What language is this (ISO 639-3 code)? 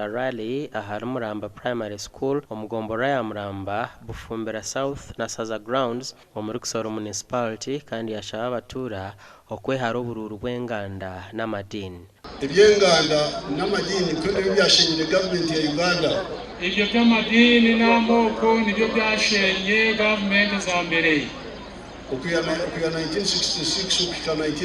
nyn